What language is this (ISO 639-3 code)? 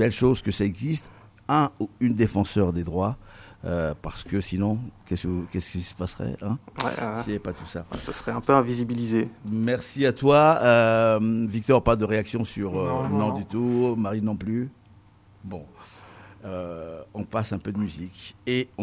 fra